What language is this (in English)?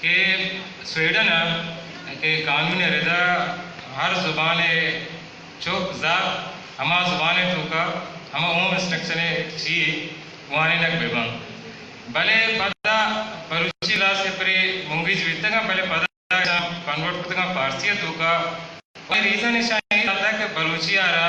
Eastern Balochi